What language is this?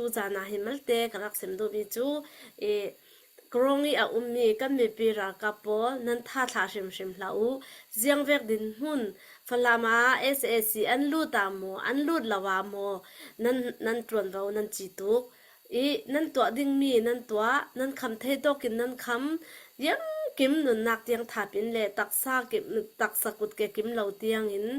Hakha Chin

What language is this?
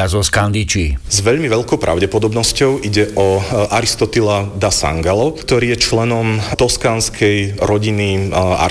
Slovak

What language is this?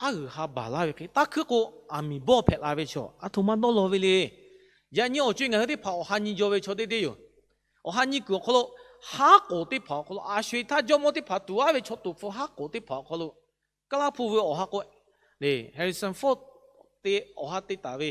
Lahu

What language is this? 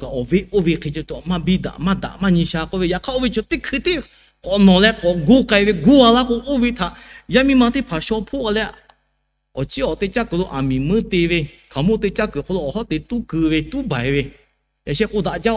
Lahu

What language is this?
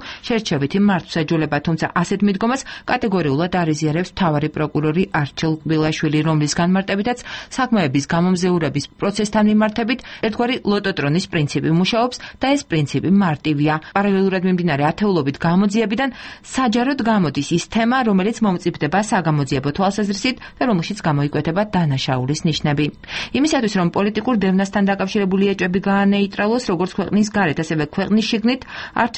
Georgian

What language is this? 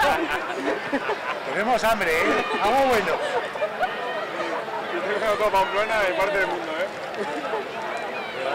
Spanish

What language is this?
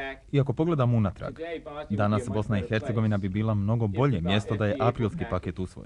Bosnian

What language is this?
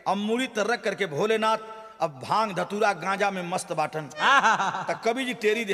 Bhojpuri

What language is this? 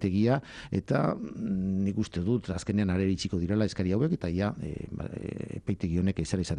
Basque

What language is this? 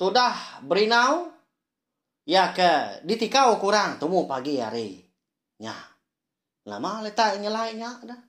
Iban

